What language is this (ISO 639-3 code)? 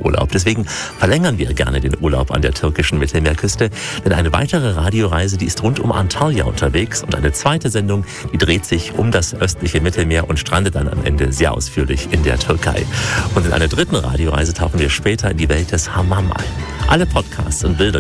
deu